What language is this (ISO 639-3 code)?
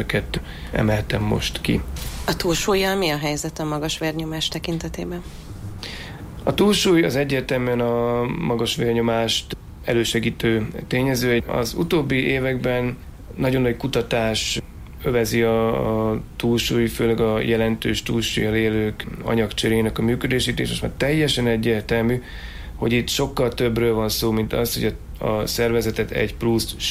hun